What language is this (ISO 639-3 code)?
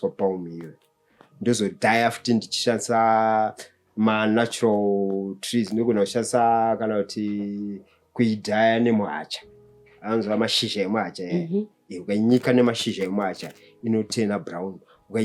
sna